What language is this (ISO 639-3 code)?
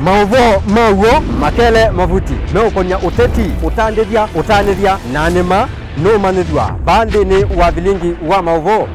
kam